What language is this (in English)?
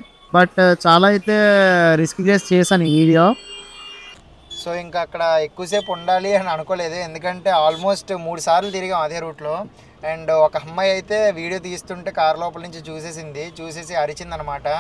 Telugu